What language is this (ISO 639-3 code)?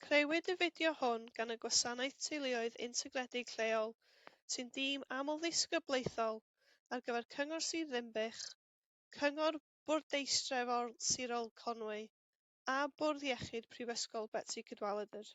cym